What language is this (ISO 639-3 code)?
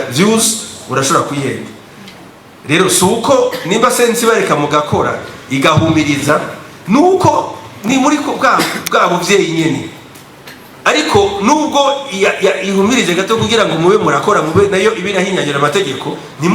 run